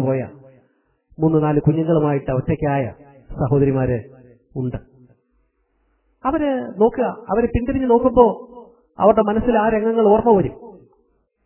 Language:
Malayalam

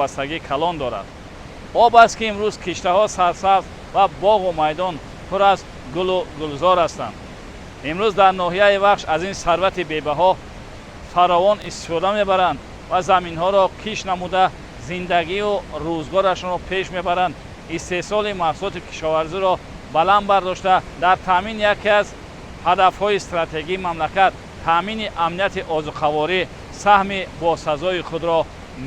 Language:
Tajik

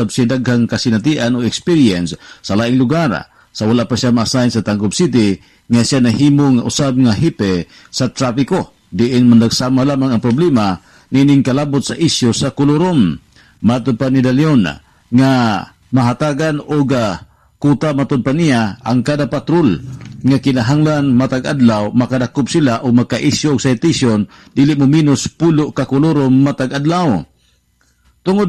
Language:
Cebuano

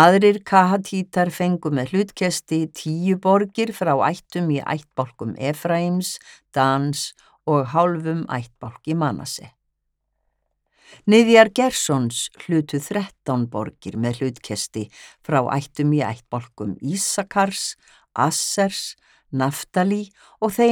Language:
Icelandic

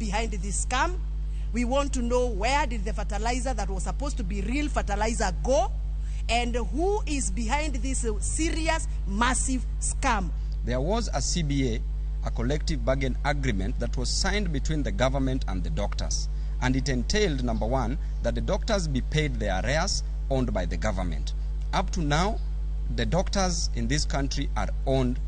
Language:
Luo (Kenya and Tanzania)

